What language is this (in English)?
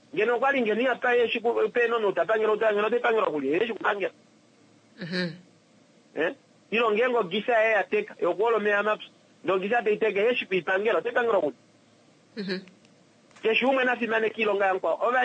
Kuanyama